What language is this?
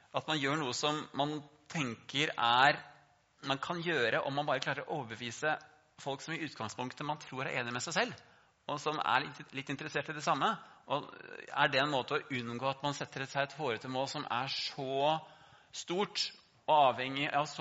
Norwegian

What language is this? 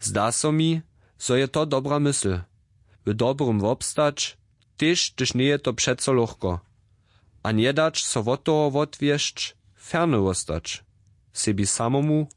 Upper Sorbian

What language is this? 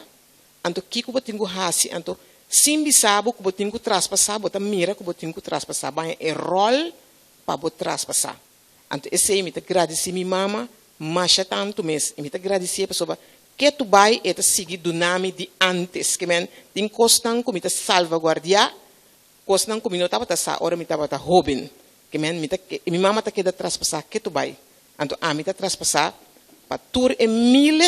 Papiamento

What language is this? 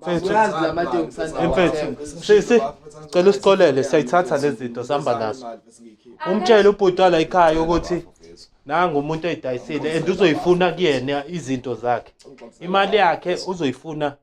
Zulu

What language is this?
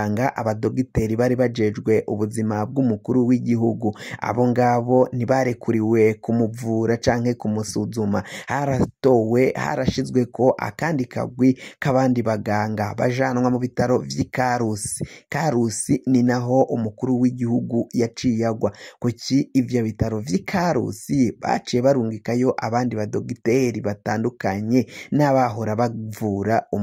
Rundi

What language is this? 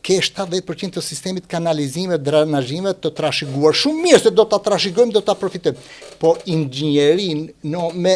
Albanian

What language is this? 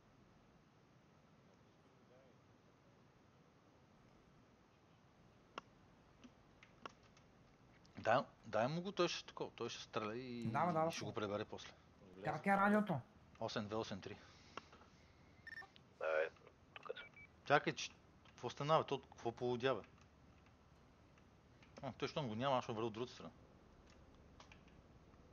Bulgarian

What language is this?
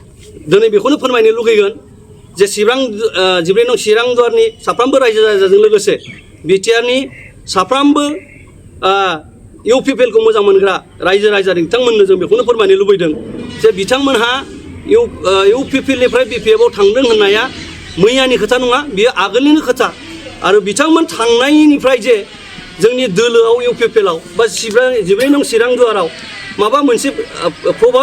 Bodo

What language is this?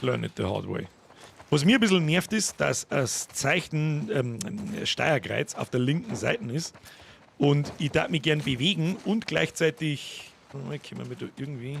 Bavarian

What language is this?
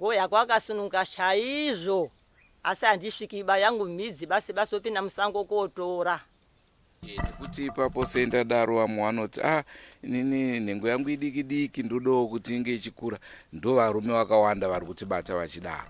Shona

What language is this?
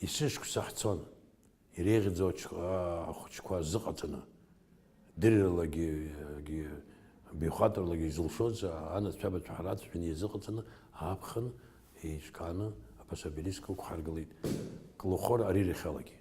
Abkhazian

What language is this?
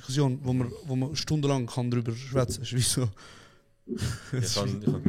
Swiss German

